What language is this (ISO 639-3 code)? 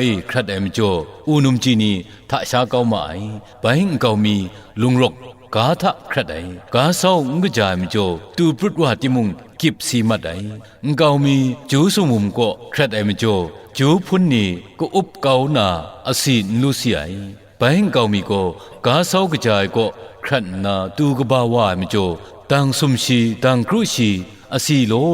kac